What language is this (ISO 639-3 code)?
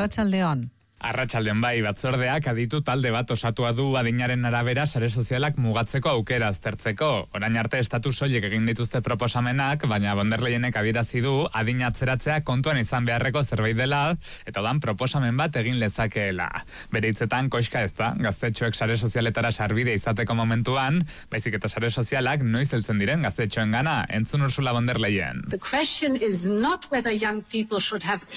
eus